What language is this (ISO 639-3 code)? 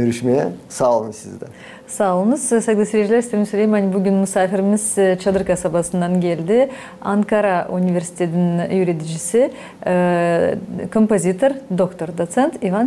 gag